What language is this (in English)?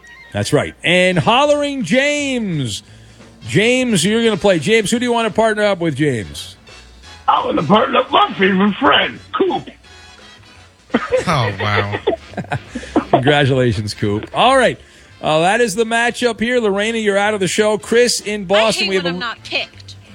English